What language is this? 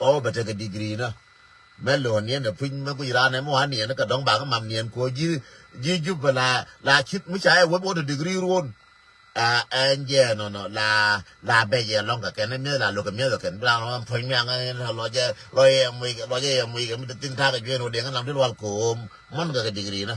Nuer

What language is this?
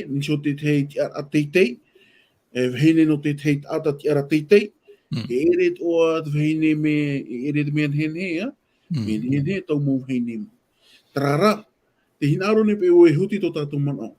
Tahitian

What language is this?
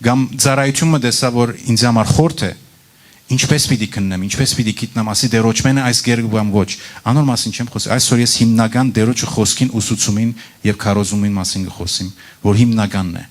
Western Armenian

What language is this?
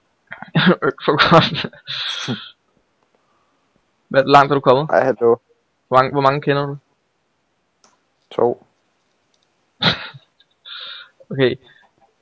Danish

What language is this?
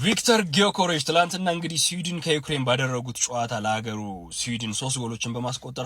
Amharic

